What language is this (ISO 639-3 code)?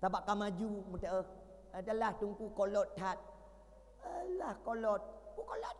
ace